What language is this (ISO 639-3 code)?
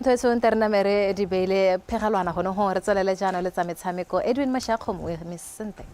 tsn